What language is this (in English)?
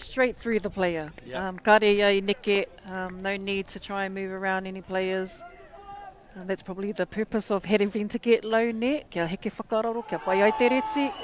Māori